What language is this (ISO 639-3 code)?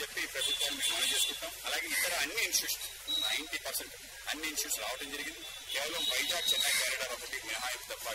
tel